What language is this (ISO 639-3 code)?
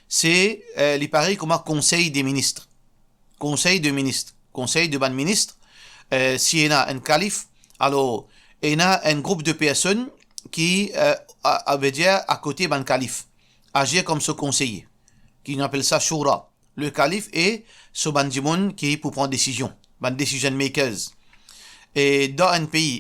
mfe